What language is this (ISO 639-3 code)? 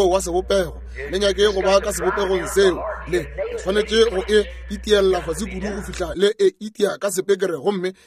nso